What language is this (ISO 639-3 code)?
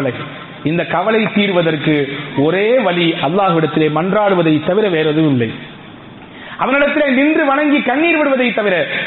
tam